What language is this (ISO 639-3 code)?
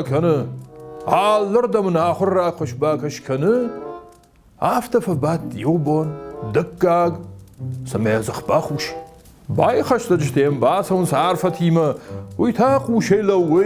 oss